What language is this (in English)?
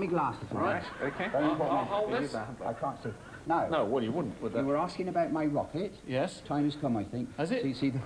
English